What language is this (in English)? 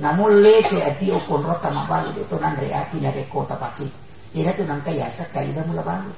Buginese